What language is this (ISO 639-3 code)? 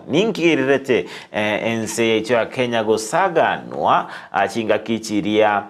guz